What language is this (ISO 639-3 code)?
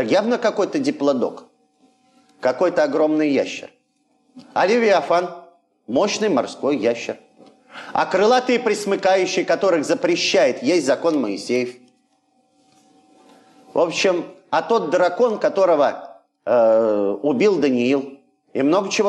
rus